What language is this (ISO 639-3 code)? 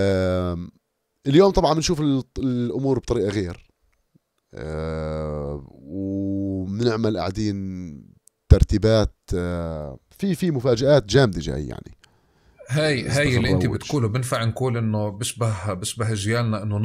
apc